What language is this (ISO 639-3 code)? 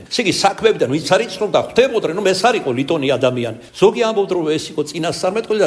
kat